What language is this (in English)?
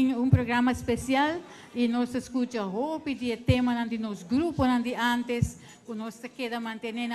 Papiamento